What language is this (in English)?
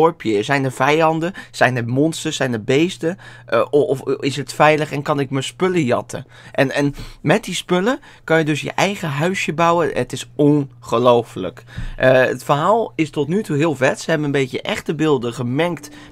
Dutch